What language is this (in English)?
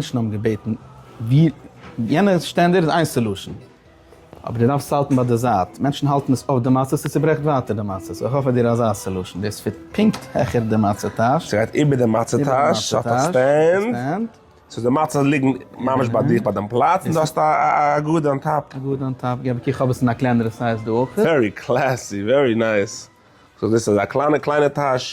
Yiddish